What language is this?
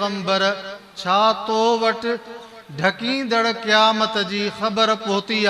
Sindhi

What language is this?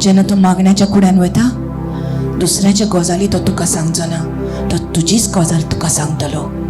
Konkani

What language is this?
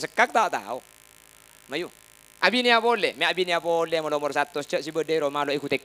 Madurese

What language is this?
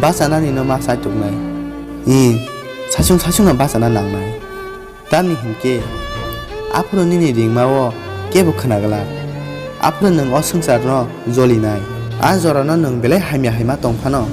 Kok Borok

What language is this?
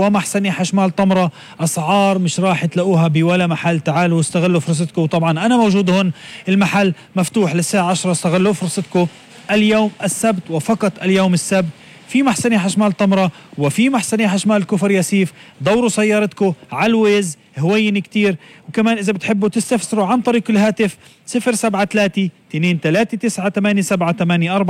North Levantine Arabic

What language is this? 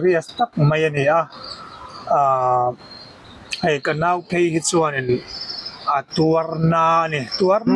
Mizo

